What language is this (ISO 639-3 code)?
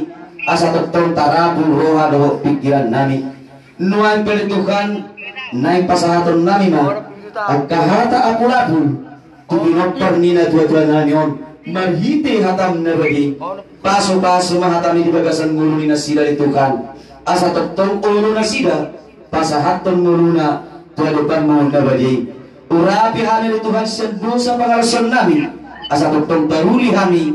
bbc